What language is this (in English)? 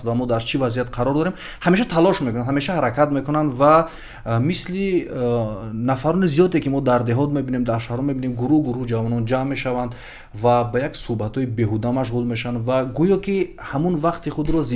Tajik